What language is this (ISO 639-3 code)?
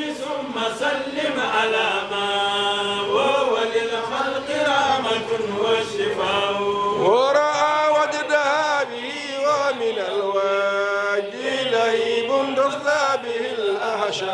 ful